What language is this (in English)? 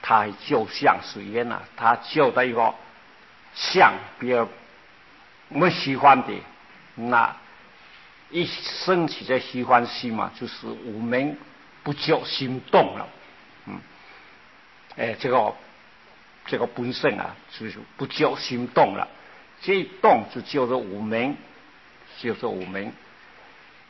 Chinese